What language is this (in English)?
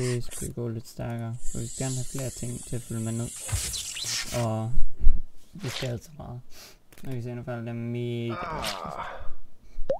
Danish